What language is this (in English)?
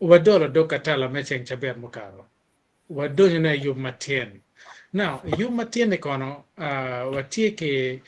Acoli